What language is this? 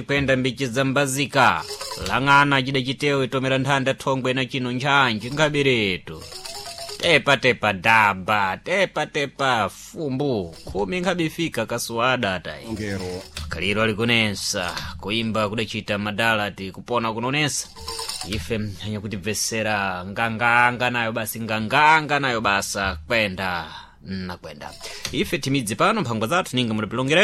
Sena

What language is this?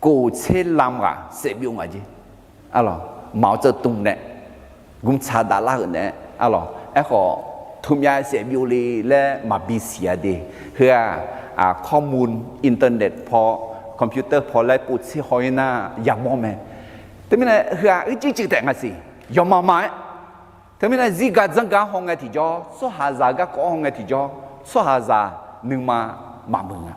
Akha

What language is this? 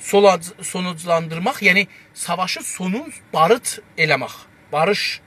South Azerbaijani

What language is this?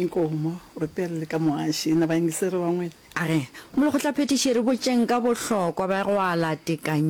Northern Sotho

